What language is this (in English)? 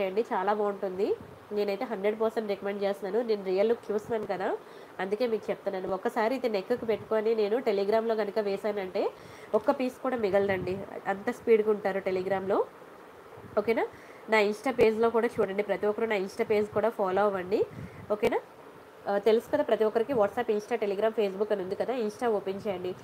Telugu